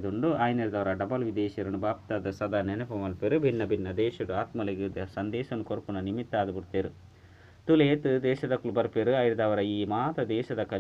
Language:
Tulu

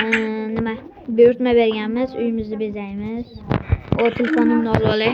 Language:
Uzbek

